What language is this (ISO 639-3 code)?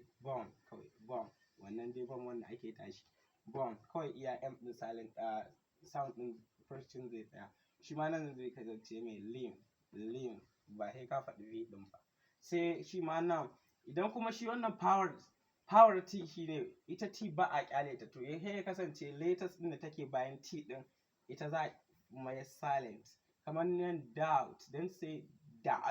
hau